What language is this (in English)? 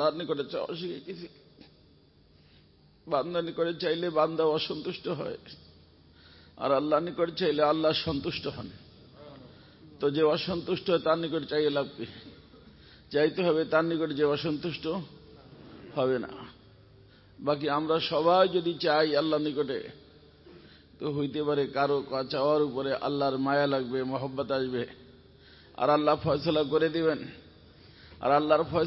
Bangla